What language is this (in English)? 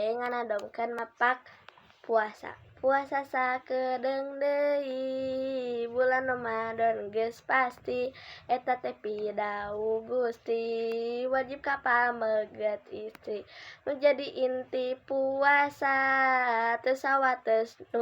Sundanese